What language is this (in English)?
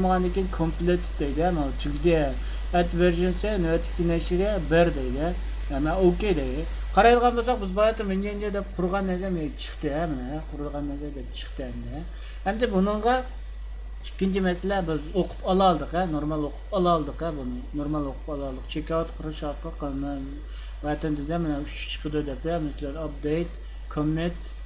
Uyghur